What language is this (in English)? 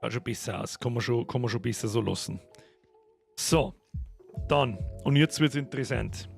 Bavarian